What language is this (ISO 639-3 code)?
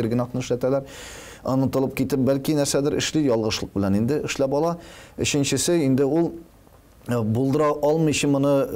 tat